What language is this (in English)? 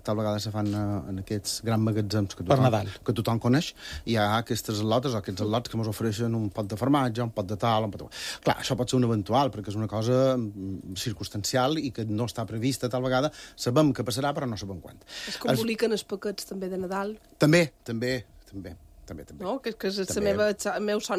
Catalan